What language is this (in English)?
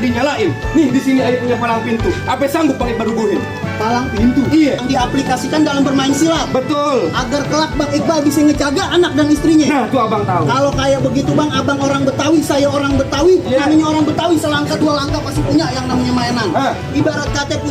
Betawi